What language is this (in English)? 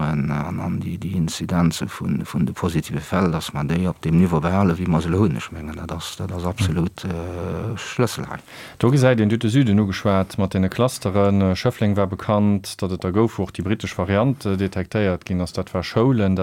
Luxembourgish